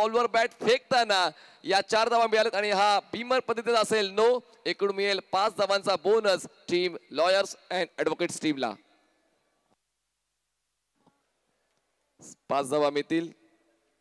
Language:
Marathi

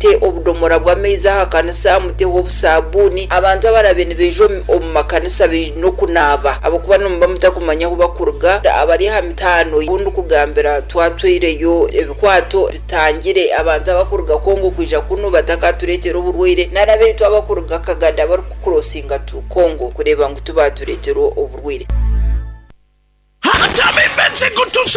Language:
Kinyarwanda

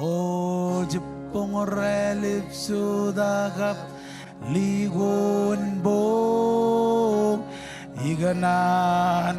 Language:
Marshallese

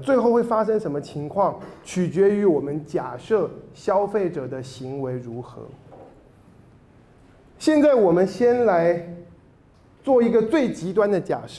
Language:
Chinese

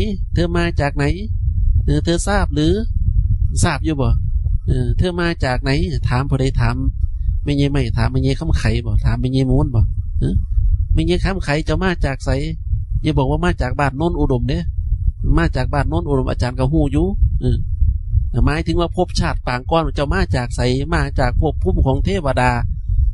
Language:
Northeastern Thai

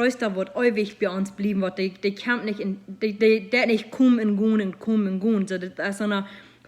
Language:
Plautdietsch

